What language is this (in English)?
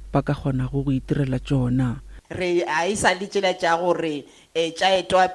Northern Sotho